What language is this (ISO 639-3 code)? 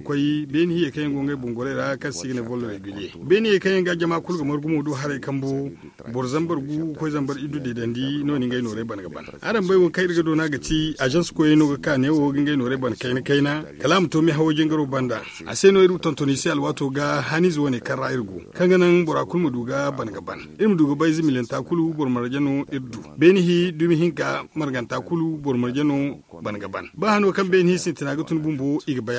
dje